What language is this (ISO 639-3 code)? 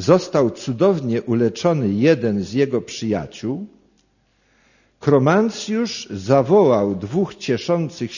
pol